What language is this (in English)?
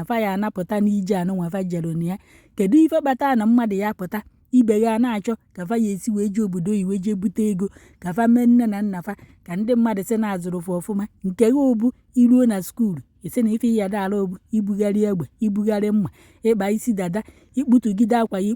Igbo